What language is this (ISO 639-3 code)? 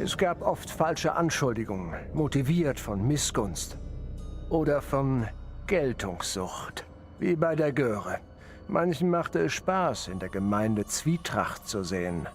bar